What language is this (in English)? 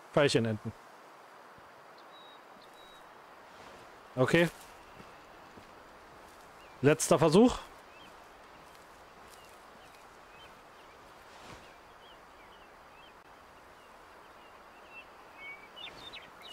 German